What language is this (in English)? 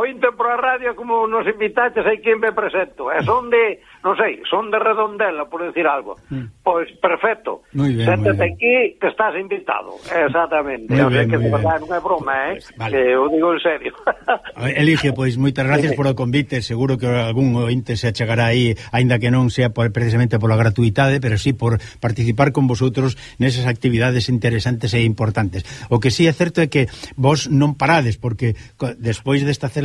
Galician